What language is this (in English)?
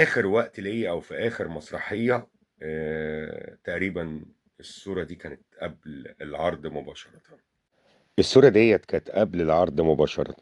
Egyptian Arabic